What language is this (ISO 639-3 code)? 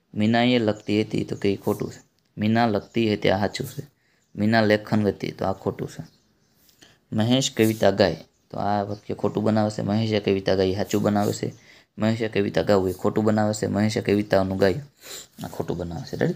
guj